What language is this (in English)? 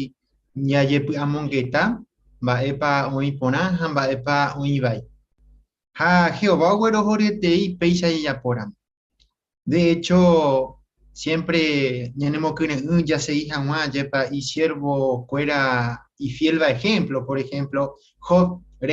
Guarani